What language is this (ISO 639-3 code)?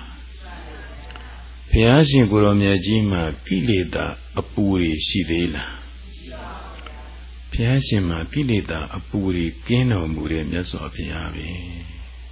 mya